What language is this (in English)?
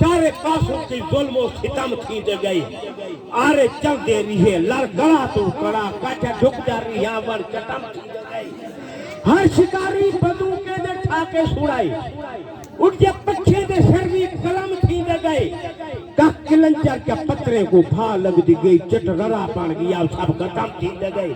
Saraiki